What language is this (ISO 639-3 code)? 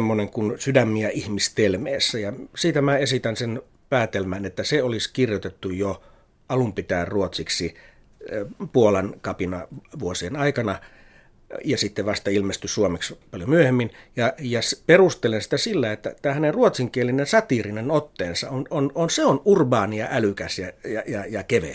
fin